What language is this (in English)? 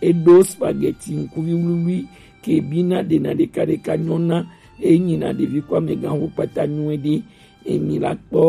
Gen